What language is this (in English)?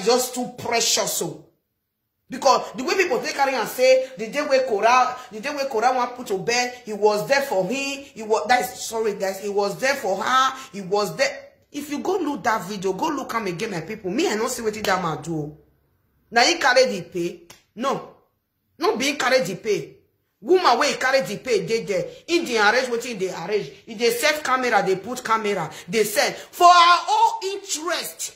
Nigerian Pidgin